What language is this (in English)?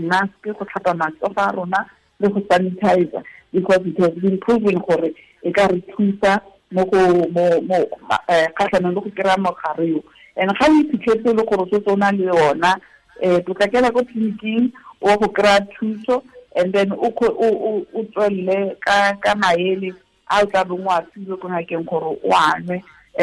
Tswana